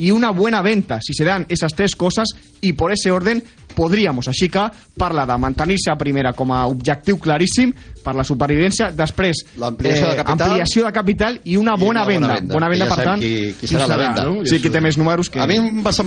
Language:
Catalan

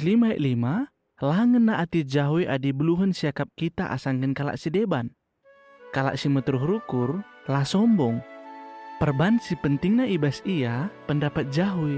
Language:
Batak Karo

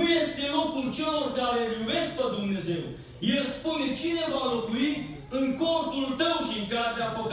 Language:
Romanian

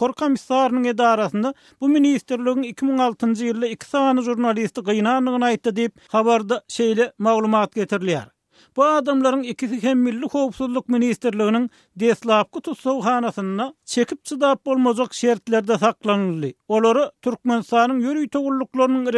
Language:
Turkmen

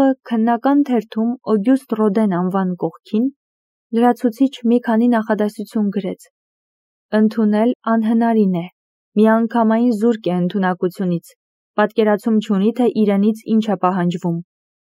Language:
Armenian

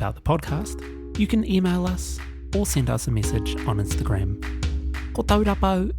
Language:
Māori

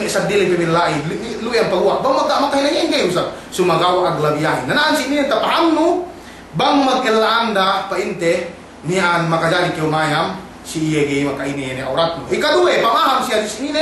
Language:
Yakan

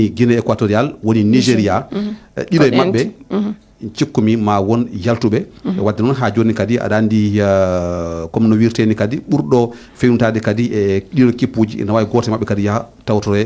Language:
Fula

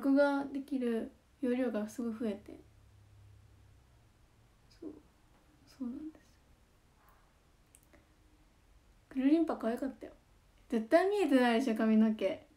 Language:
Japanese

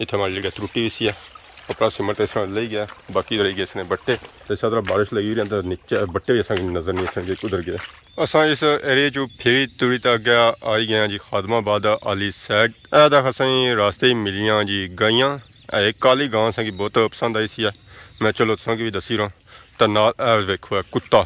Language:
Pahari-Potwari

